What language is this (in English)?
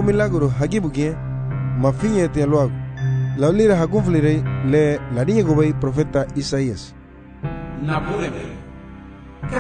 Garifuna